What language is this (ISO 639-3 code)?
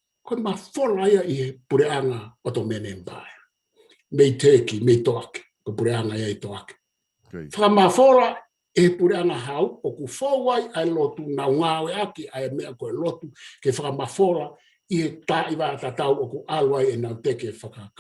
ton